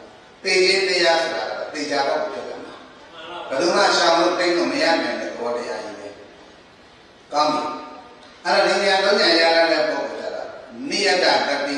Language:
Burmese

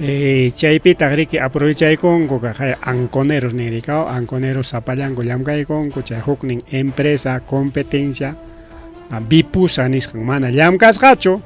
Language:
Ayacucho Quechua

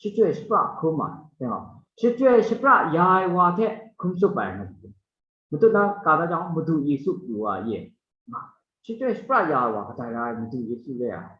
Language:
Kachin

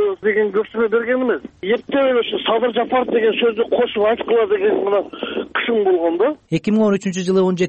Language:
Kyrgyz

